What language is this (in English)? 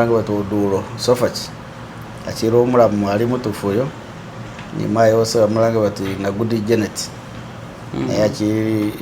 Masaaba